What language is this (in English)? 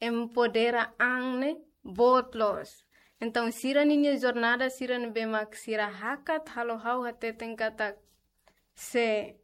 Tetum